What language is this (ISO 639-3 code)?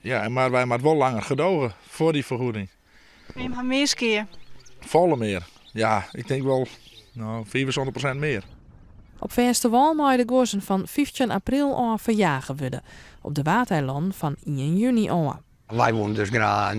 fry